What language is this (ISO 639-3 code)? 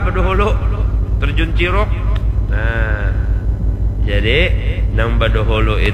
bjn